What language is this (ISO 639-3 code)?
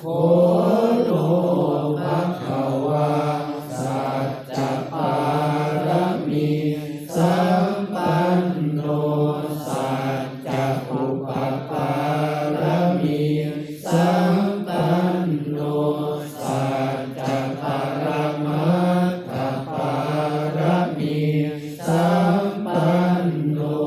pli